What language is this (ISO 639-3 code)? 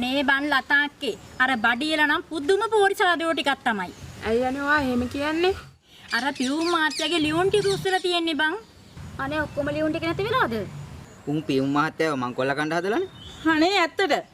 sin